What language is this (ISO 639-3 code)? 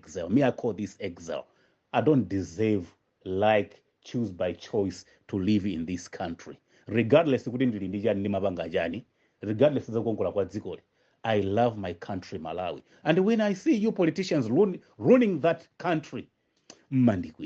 nya